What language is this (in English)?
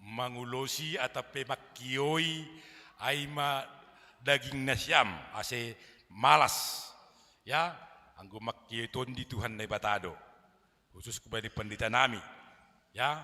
Batak Simalungun